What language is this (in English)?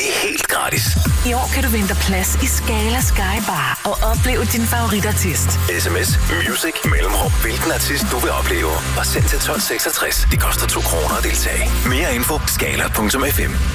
Danish